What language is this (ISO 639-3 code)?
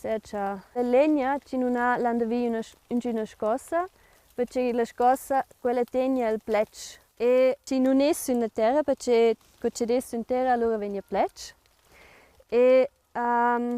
roh